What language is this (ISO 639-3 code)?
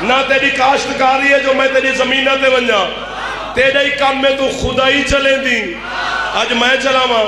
skr